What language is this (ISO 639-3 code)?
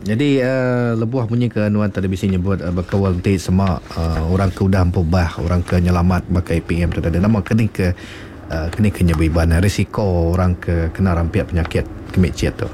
iba